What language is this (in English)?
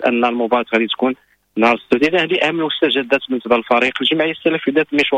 Moroccan Arabic